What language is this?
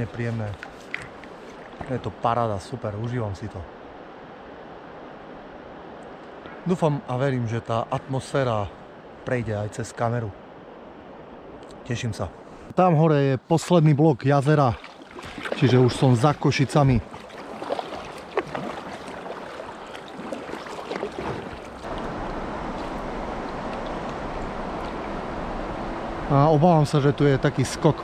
Slovak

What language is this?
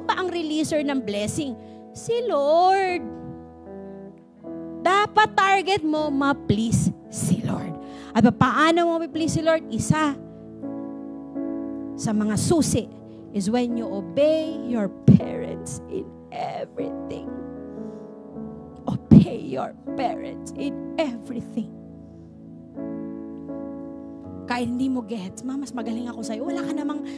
Filipino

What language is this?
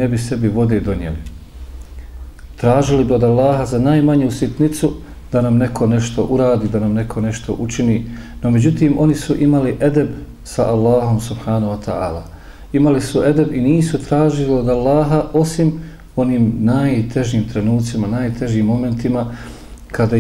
Bosnian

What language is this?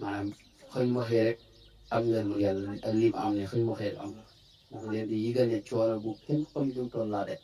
Wolof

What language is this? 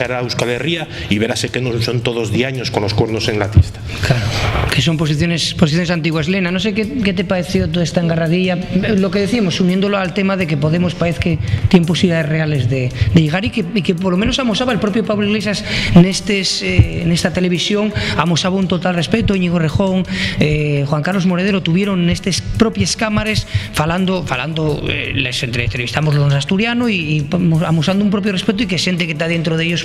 Asturian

